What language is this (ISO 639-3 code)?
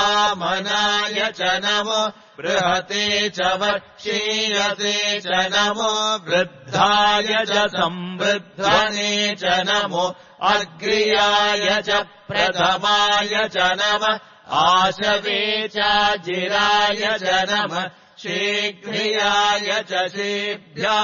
san